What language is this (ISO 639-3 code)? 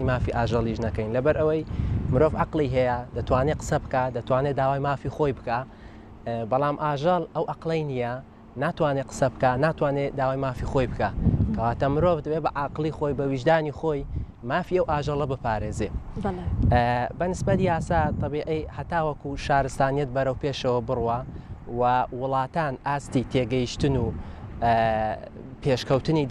ckb